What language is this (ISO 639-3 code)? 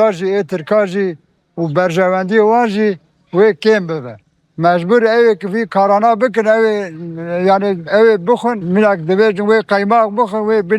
kur